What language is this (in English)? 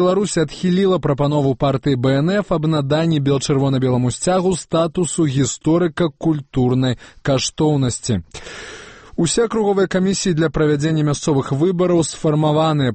Belarusian